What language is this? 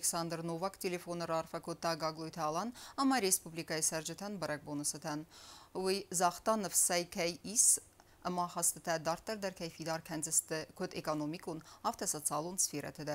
Ossetic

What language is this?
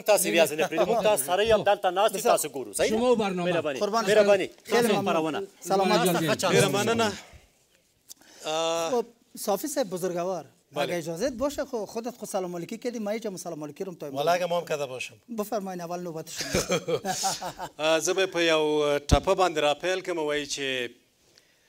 Persian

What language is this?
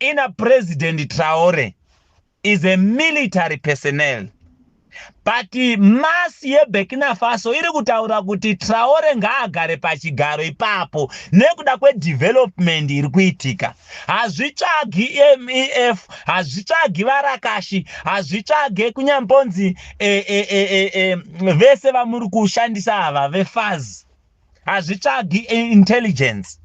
Shona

